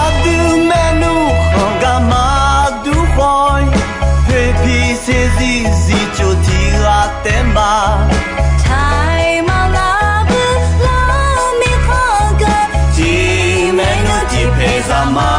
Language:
Akha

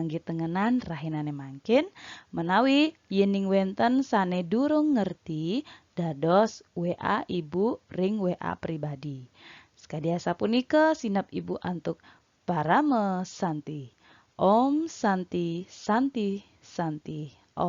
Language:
Balinese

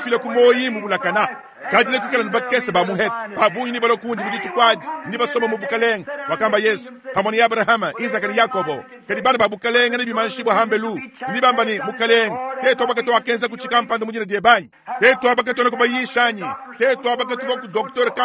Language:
Luba-Lulua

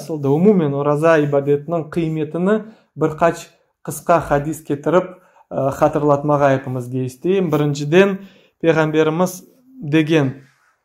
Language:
Crimean Tatar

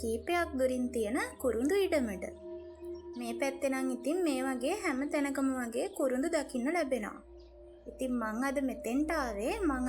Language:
Sinhala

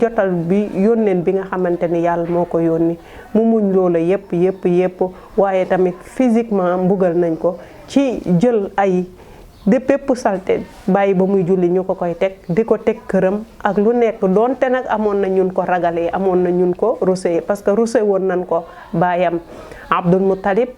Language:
Wolof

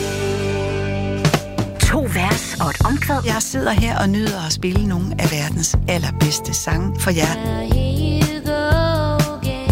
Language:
Danish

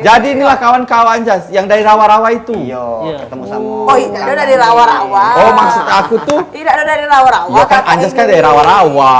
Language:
Musi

